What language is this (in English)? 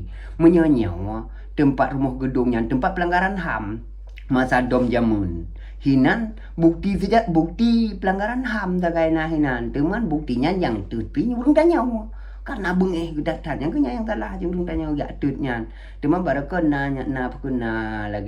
Achinese